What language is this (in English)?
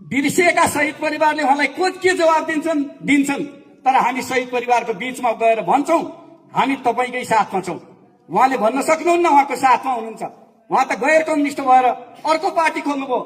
Nepali